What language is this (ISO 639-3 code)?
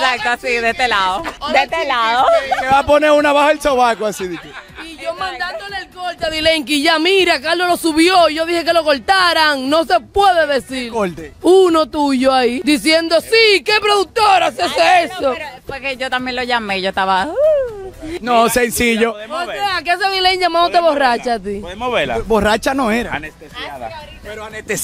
spa